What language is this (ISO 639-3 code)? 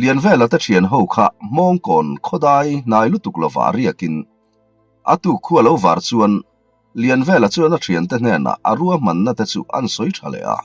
lus